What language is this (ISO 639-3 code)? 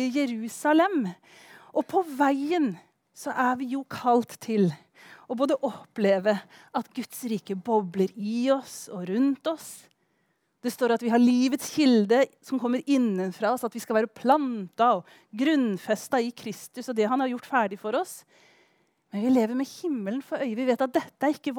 nor